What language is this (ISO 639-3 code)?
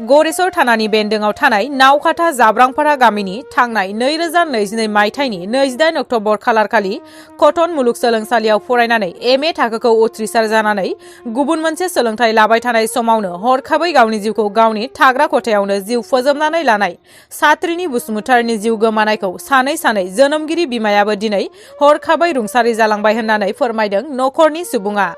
brx